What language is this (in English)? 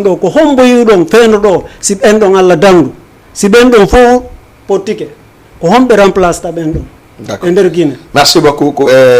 Fula